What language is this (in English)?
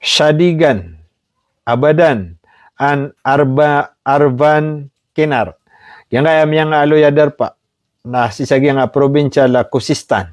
Maranao